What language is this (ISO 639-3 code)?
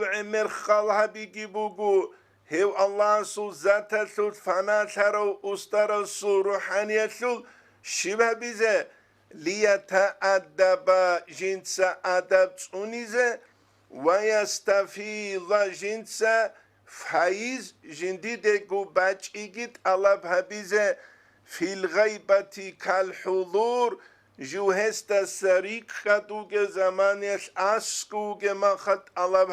ava